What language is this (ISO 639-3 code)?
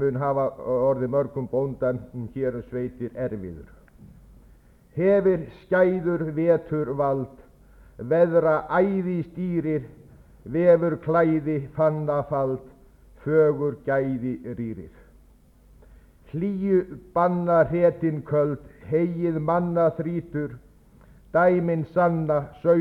isl